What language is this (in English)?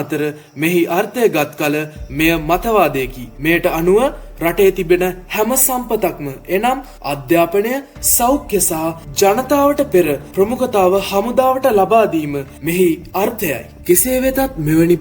Sinhala